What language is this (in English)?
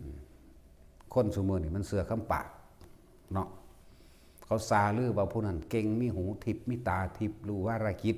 Lao